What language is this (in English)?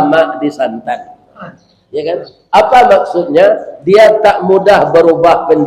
Minangkabau